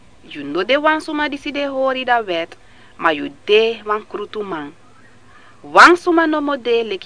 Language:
Sranan Tongo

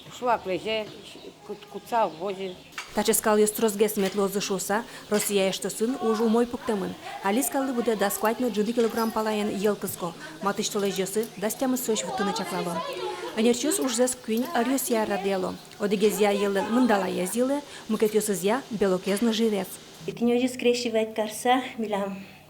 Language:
Udmurt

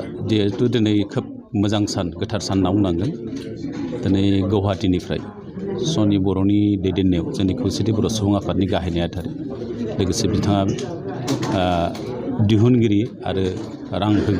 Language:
Bodo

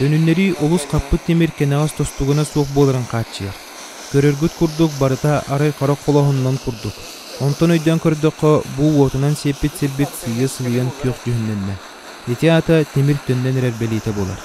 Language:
Yakut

